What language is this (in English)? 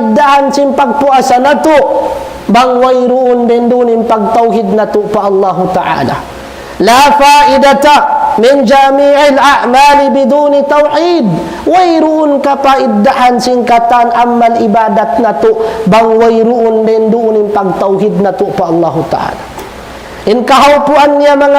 Tausug